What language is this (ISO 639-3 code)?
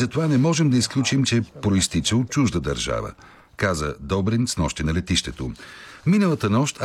bul